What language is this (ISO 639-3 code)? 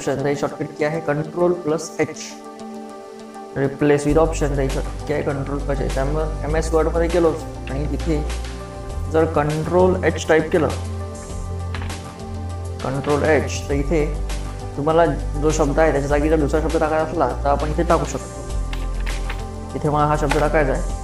mar